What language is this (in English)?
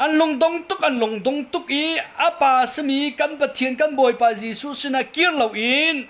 Hakha Chin